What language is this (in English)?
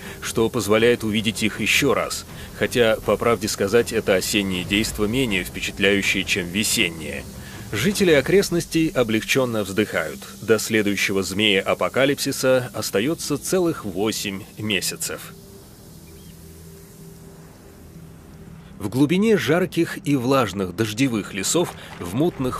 Russian